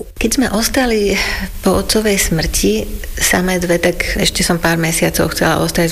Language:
Slovak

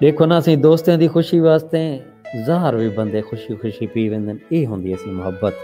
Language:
Saraiki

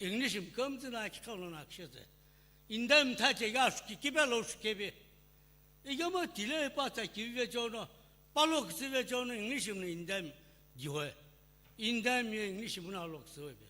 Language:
Sumi Naga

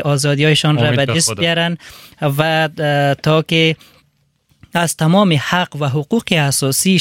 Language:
Persian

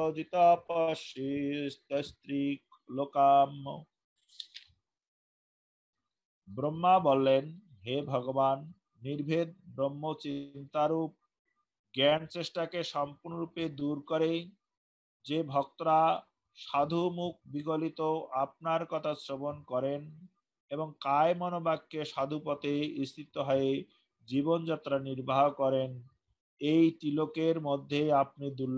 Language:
Bangla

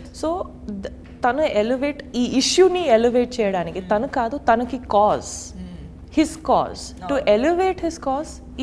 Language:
Telugu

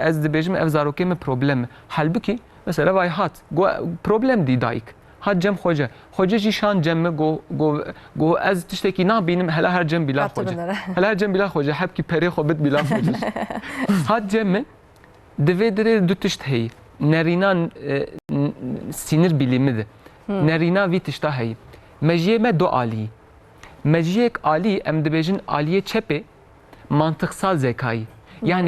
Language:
Kurdish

